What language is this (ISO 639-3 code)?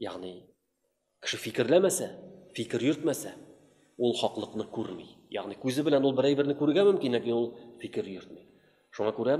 tat